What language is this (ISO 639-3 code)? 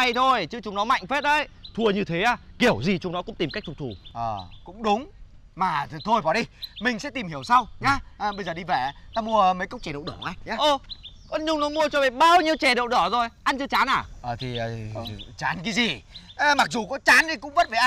vie